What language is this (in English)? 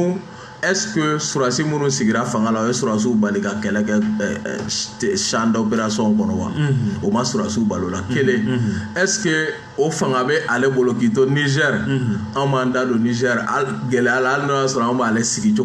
Bambara